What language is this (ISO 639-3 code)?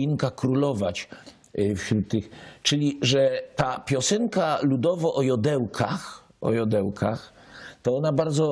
szl